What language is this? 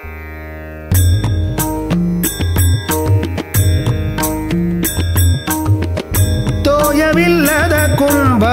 Kannada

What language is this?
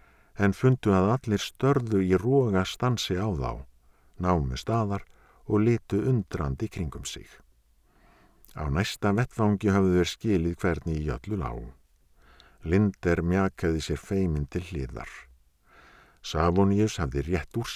Icelandic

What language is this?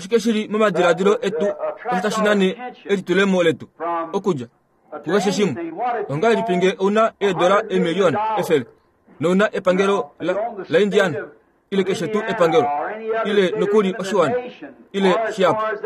Kuanyama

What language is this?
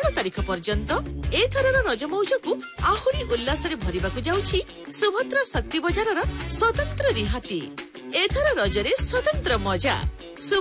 Odia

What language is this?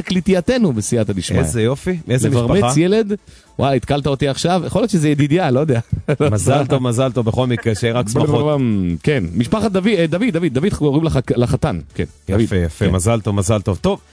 Hebrew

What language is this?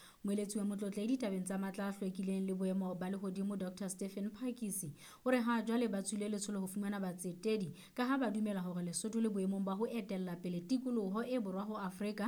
Southern Sotho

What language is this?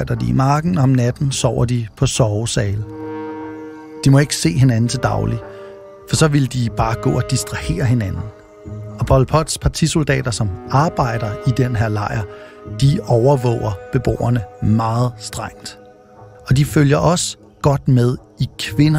Danish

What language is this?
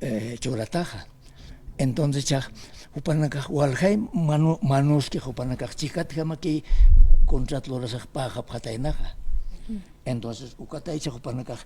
Aymara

